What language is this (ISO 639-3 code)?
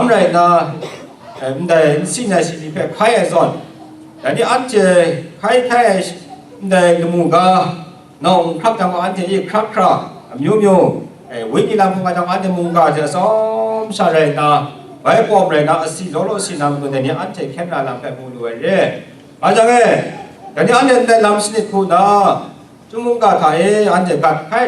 kac